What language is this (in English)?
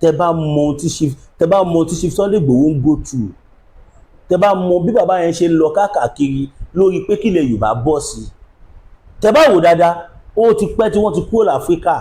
Yoruba